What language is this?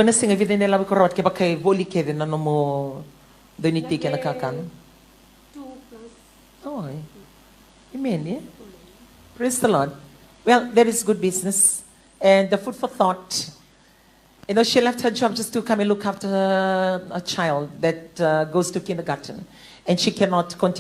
Fijian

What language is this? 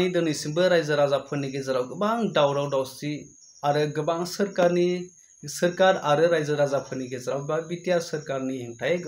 Bodo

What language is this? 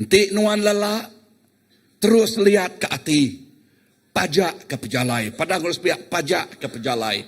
Iban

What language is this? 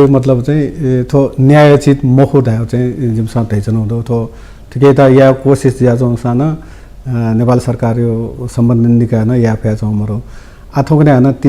Newari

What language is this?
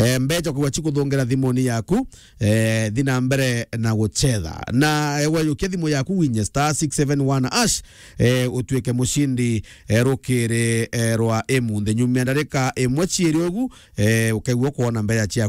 Meru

